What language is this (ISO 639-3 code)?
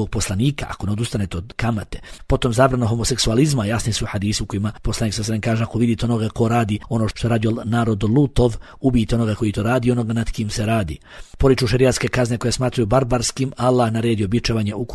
bos